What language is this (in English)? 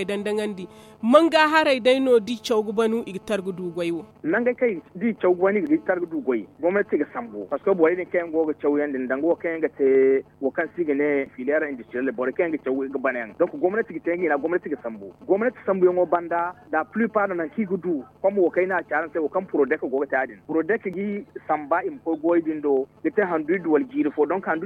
Zarma